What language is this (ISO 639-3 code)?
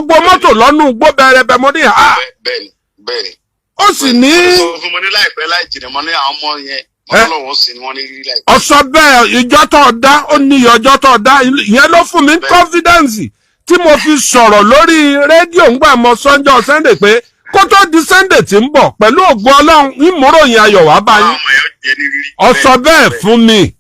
yor